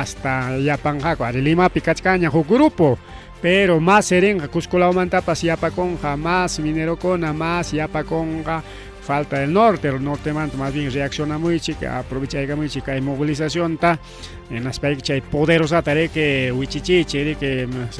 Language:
Ayacucho Quechua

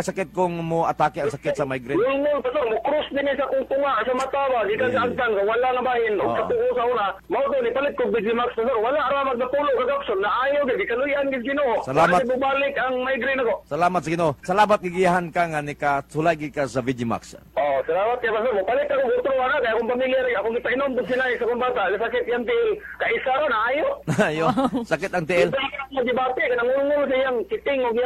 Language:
Cebuano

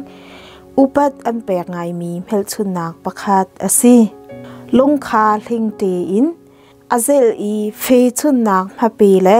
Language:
Hakha Chin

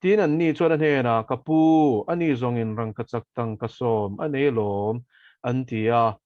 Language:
Mizo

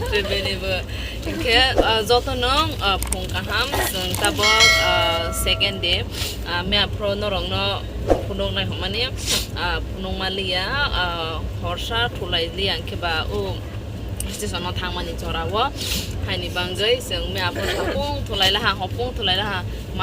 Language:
Kok Borok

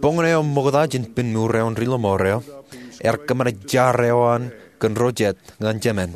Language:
Marshallese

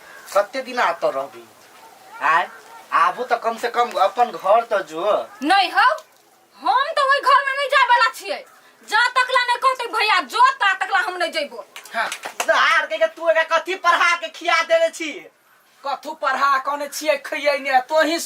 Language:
Maithili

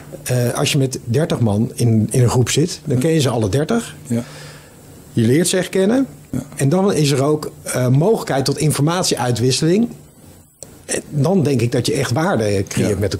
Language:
Dutch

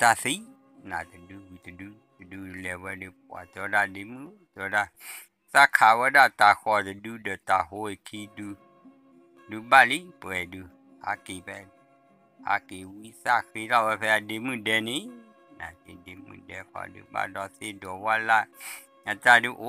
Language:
S'gaw Karen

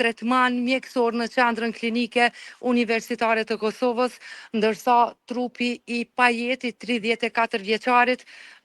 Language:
Albanian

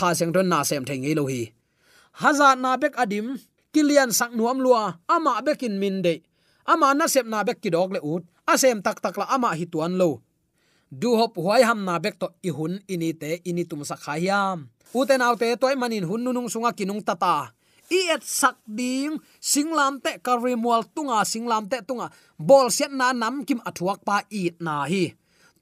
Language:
Tedim Chin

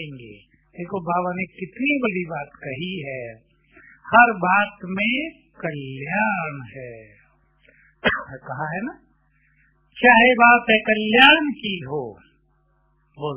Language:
Hindi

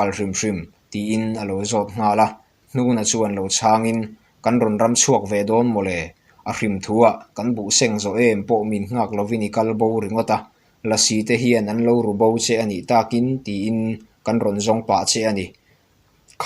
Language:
Mizo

